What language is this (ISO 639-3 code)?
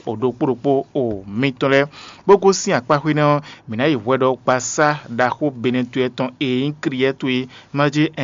fon